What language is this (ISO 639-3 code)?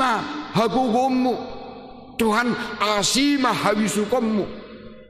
bbc